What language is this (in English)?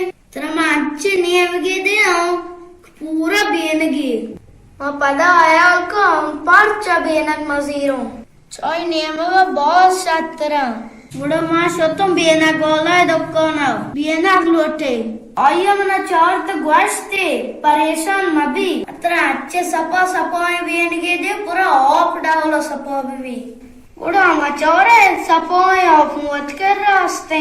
Baluchi